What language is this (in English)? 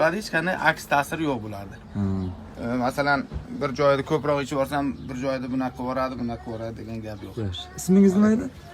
Uzbek